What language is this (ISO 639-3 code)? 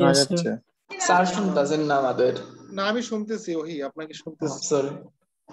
ben